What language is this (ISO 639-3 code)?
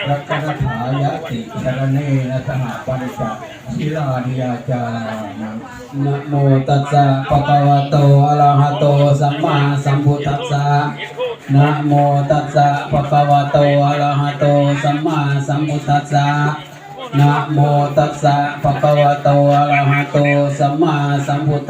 pli